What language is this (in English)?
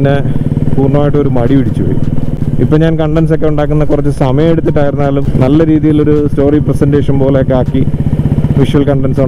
Malayalam